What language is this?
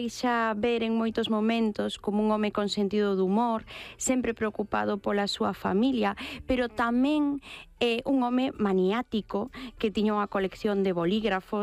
Galician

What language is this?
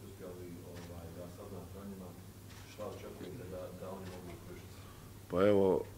Bosnian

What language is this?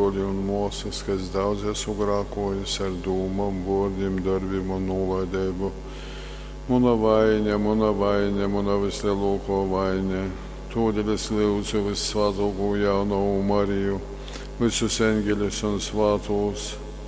Latgalian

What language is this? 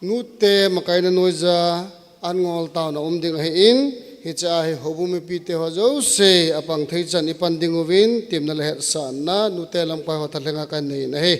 Thado Chin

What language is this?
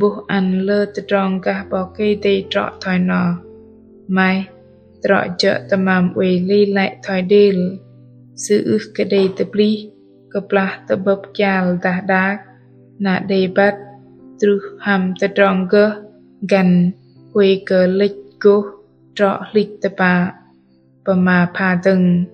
Bahnar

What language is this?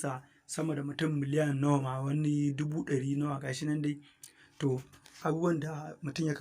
Hausa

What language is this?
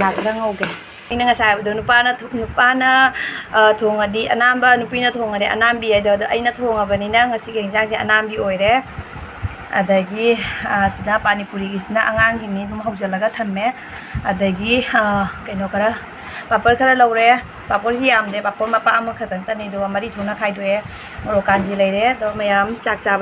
Manipuri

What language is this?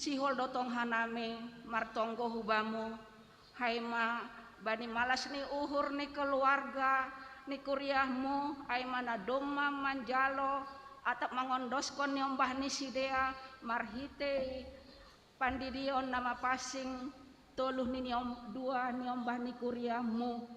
Batak Simalungun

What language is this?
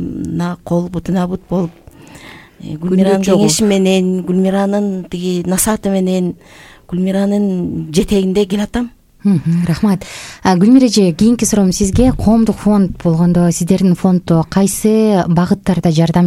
Kyrgyz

